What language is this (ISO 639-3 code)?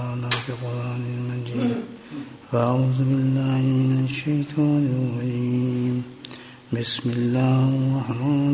urd